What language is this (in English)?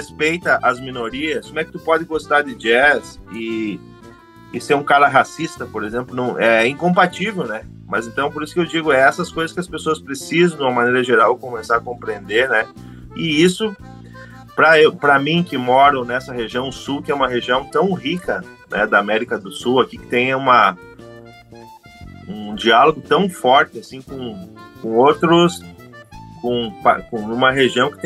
Portuguese